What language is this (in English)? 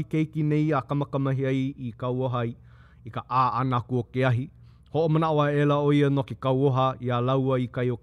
Hawaiian